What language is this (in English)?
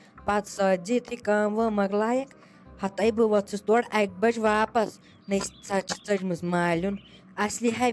Kashmiri